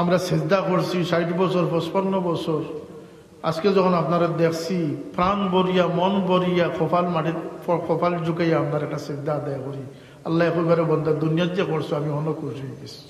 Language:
Sylheti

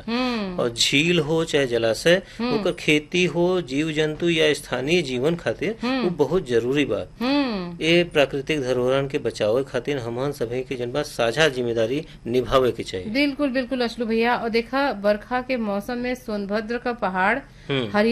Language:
Bhojpuri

